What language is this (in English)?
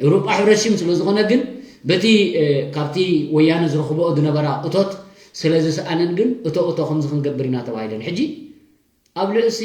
Tigrinya